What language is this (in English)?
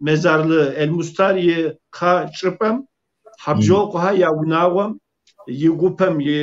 Kabardian